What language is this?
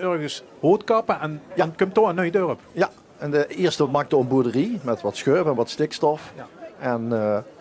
Limburgish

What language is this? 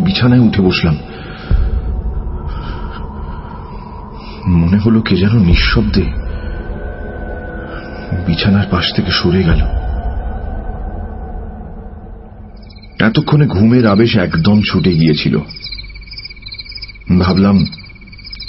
Bangla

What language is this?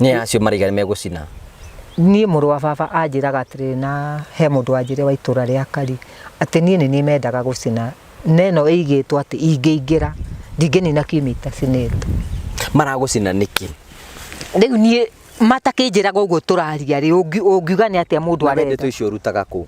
Kikuyu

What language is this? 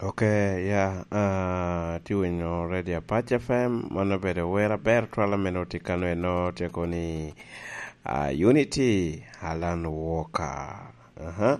Lango (Uganda)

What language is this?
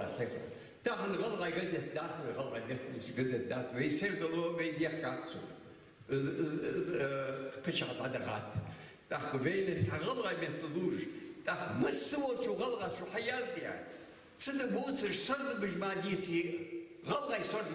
Ingush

